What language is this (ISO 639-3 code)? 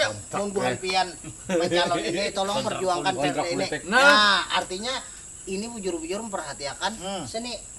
bjn